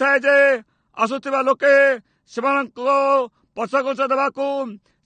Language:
Odia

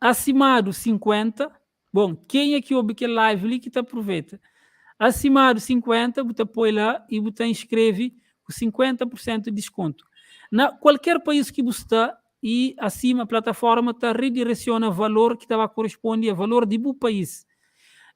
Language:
Kabuverdianu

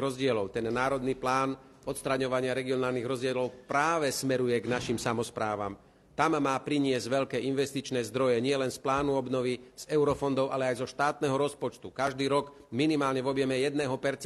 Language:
Slovak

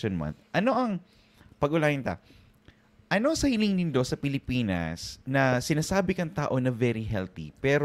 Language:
Bikol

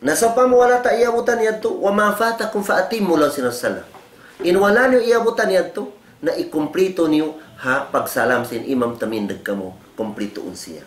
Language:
Tausug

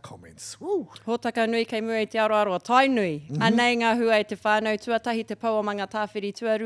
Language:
Māori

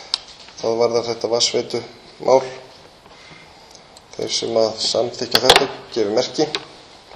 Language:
Icelandic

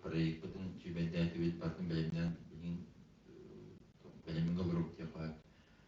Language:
Yakut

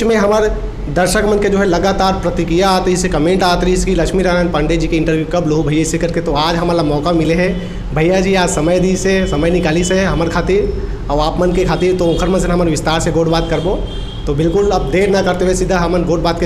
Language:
Chhattisgarhi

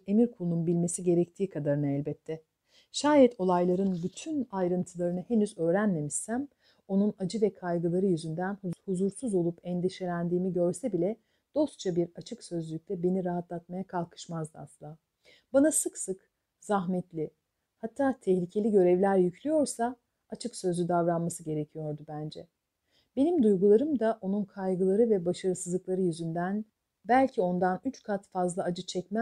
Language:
Turkish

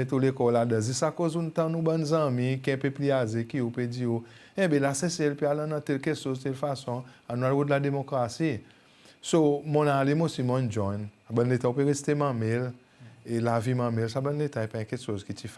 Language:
Seselwa Creole French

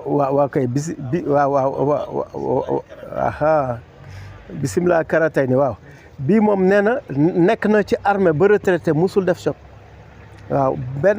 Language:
Wolof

